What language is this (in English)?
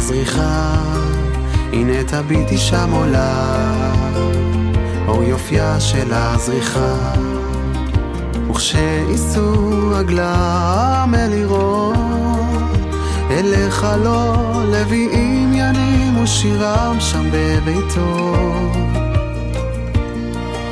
Hebrew